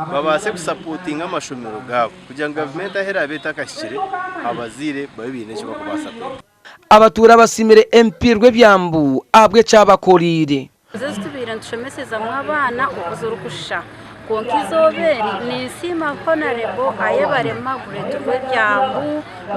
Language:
Nyankole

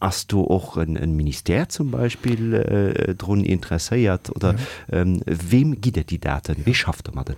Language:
Luxembourgish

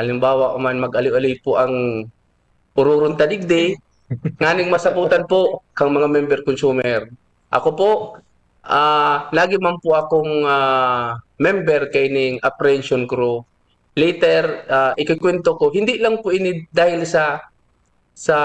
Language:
Bikol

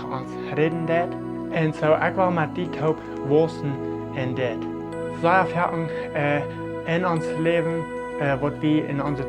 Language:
Plautdietsch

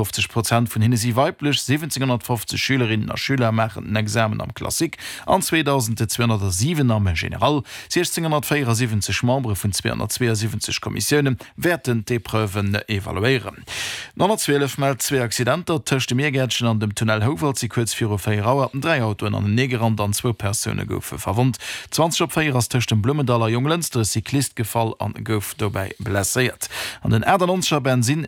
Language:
Luxembourgish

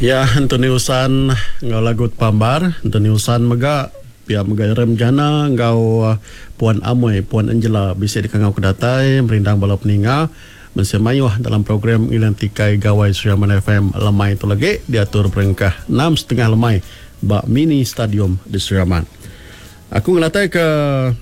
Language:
Iban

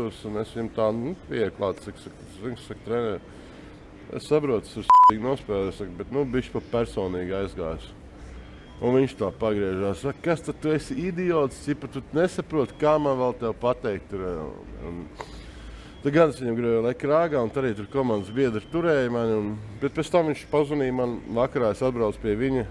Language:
Latvian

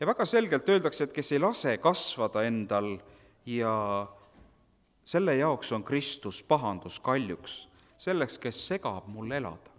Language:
Estonian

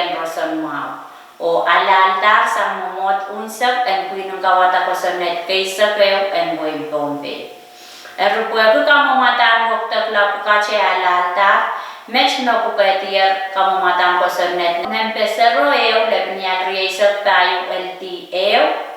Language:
Pohnpeian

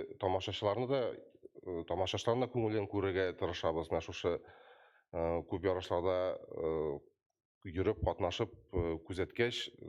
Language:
Tatar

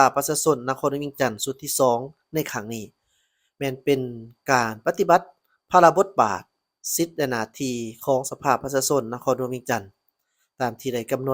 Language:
Lao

